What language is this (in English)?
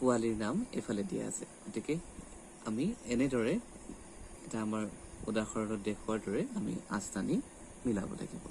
Assamese